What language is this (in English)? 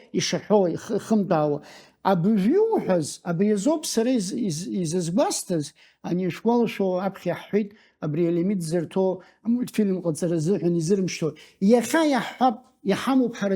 Abkhazian